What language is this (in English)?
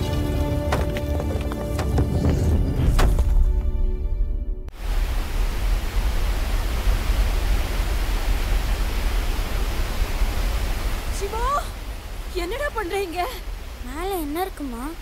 Tamil